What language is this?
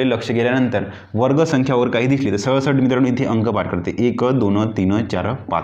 Marathi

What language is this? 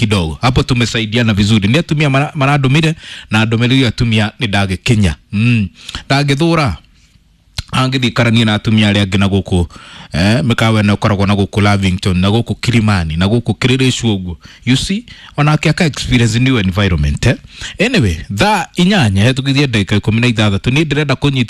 Kikuyu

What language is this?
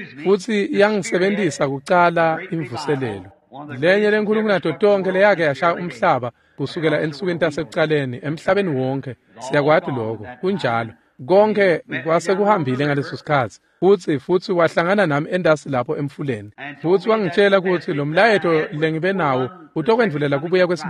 Swati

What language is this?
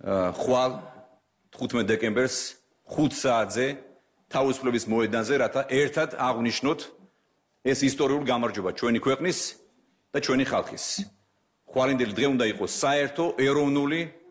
Georgian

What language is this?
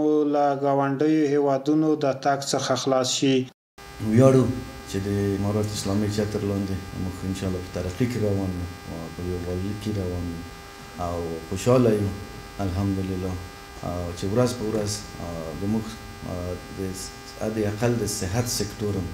Pashto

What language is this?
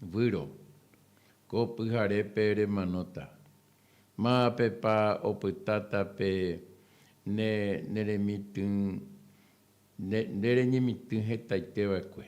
Guarani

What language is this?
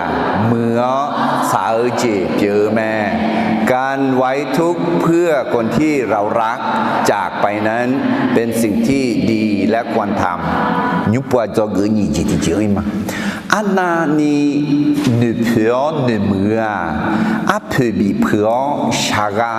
Akha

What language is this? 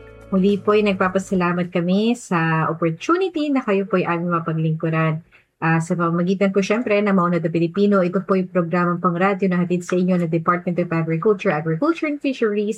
Filipino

